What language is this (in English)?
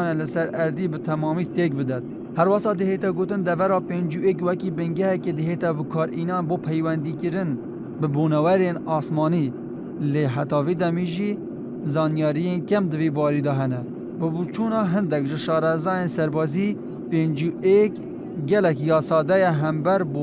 Kurdish